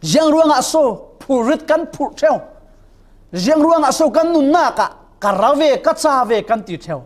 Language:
Falam Chin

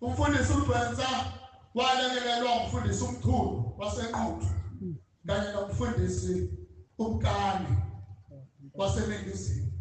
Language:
Zulu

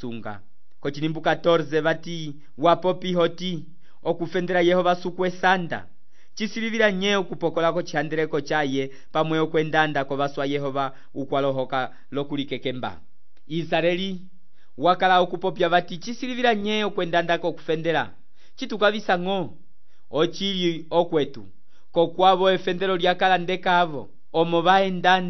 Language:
Umbundu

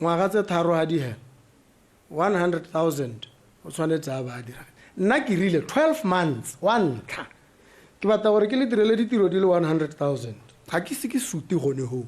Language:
Tswana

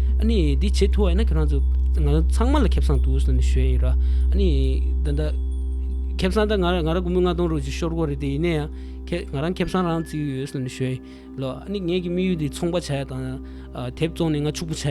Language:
Tibetan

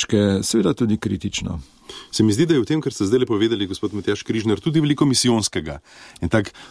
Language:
Slovenian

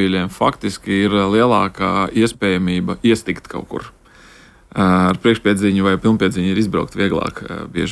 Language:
Latvian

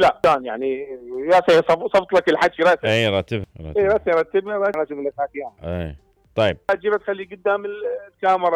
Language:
Mesopotamian Arabic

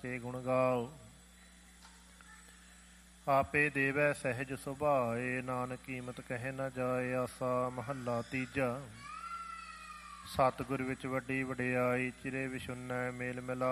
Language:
Punjabi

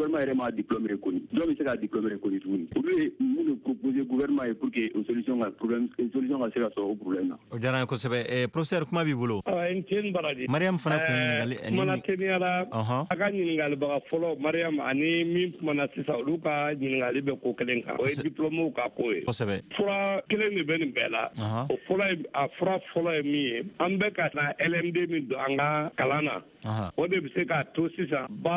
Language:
Bambara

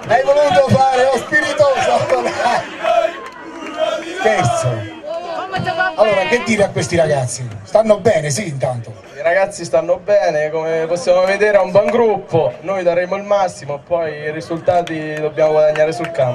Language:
Italian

